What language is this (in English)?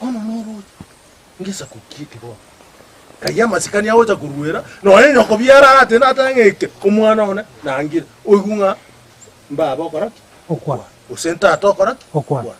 Gusii